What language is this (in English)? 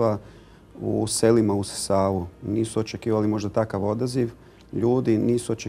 Croatian